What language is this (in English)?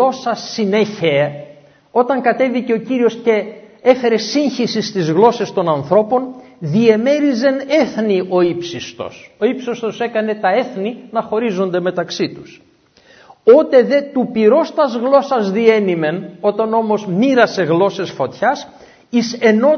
Greek